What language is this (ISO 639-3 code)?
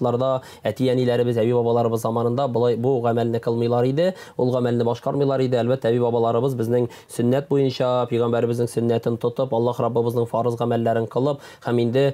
tat